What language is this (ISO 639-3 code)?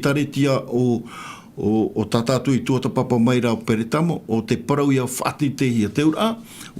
tah